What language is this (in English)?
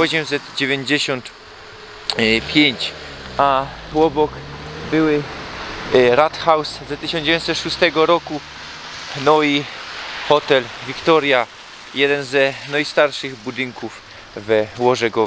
Silesian